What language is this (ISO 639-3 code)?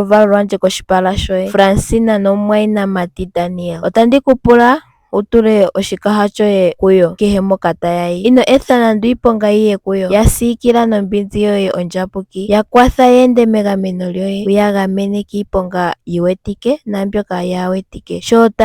ndo